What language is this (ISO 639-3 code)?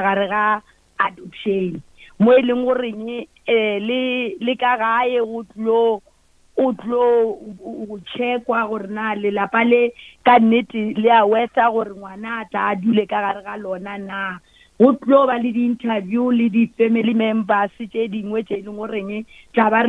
nso